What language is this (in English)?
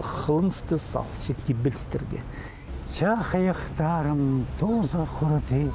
Khakas